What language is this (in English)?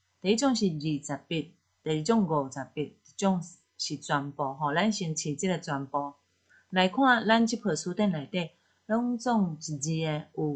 Min Nan Chinese